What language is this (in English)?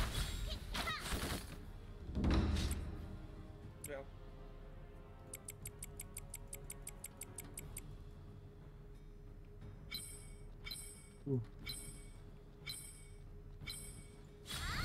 Indonesian